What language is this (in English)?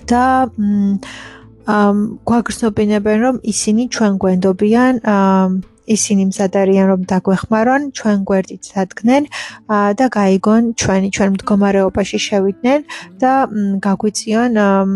Georgian